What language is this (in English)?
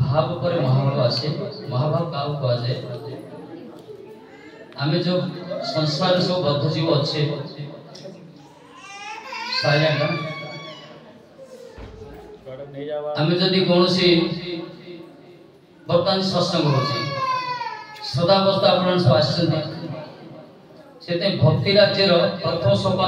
Odia